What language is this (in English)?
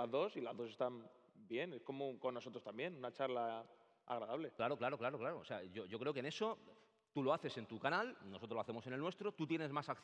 Spanish